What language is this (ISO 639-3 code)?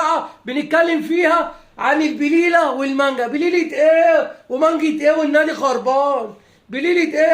arz